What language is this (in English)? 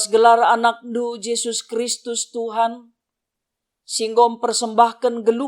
Batak Karo